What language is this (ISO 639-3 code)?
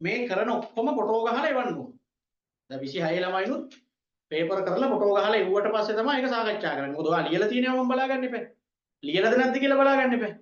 sin